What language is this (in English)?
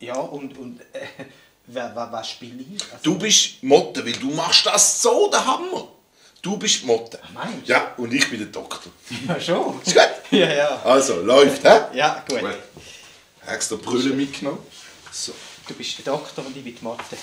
Swiss German